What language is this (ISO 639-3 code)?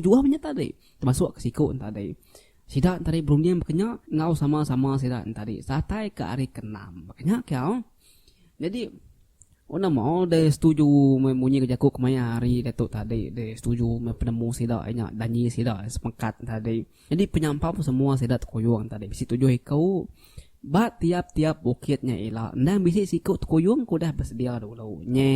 iba